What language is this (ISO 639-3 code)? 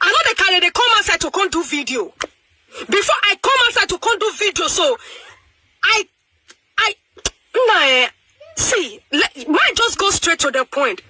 pcm